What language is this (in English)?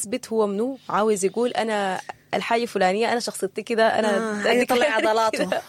Sudanese Arabic